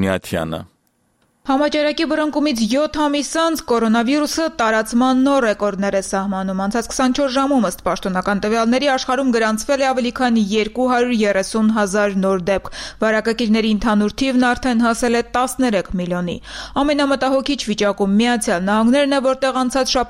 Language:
Armenian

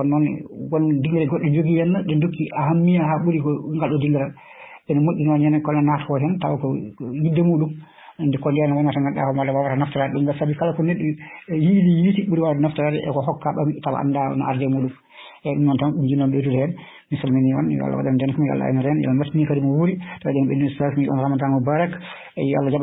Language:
Fula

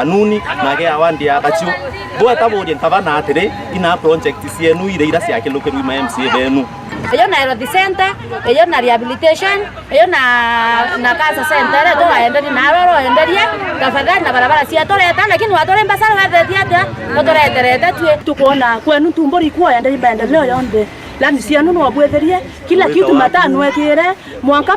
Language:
Meru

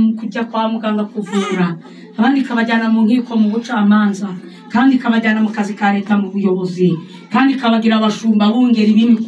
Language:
Kinyarwanda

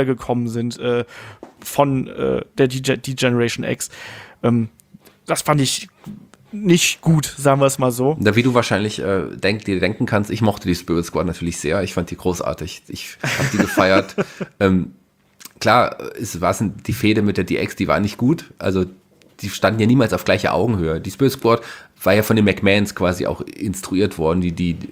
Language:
German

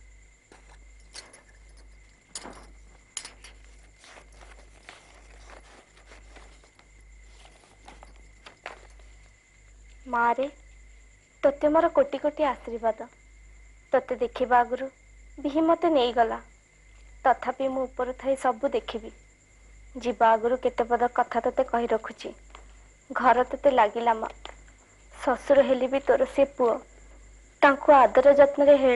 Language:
Odia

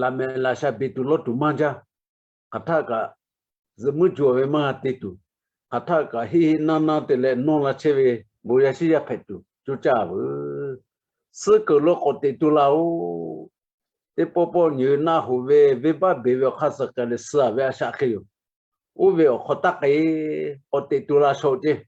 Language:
Lahu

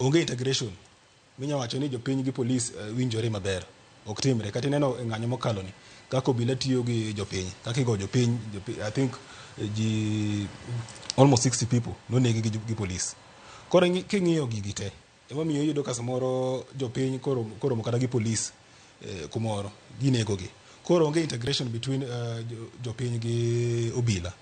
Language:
Luo (Kenya and Tanzania)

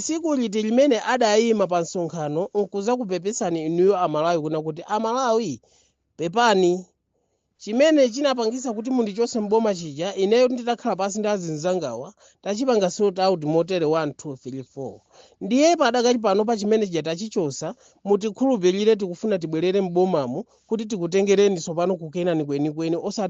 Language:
Nyanja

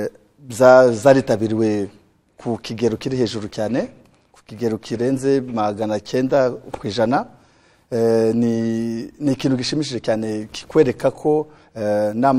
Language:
Kinyarwanda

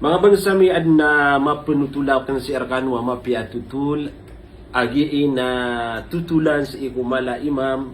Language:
Maranao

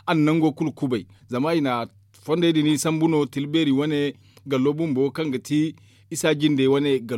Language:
Zarma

